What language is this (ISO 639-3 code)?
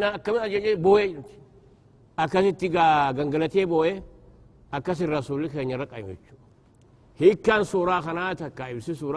orm